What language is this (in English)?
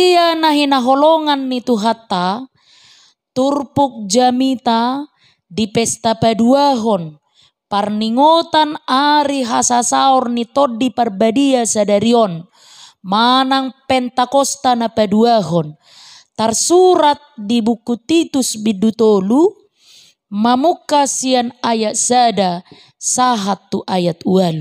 Batak Toba